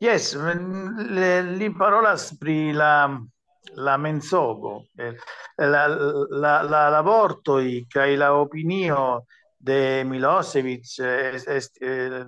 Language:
Esperanto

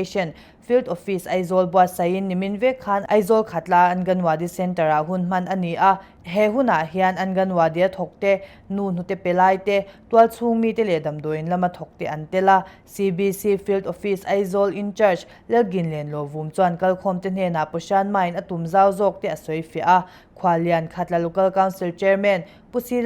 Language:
Mizo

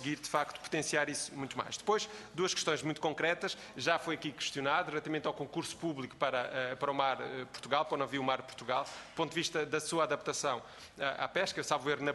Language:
Portuguese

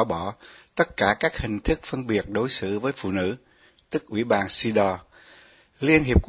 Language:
Vietnamese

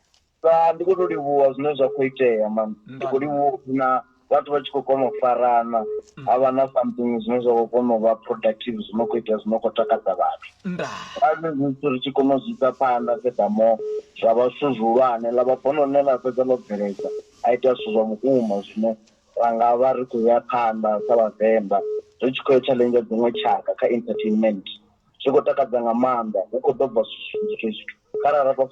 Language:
Venda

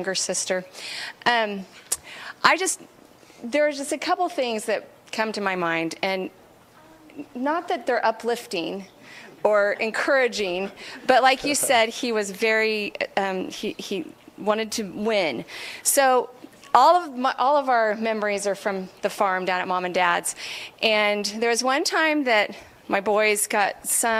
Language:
English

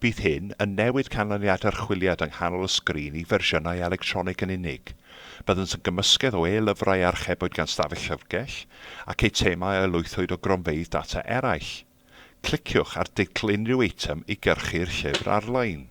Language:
Welsh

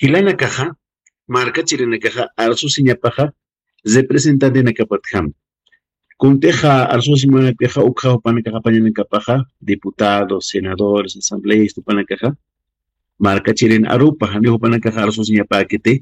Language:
Aymara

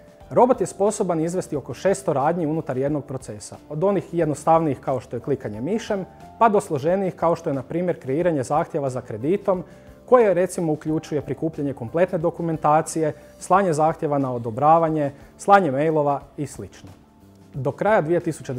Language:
Croatian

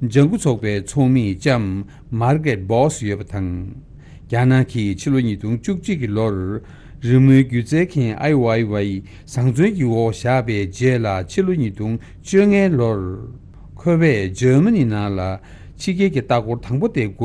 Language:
Tibetan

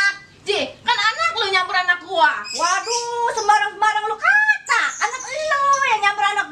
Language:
Betawi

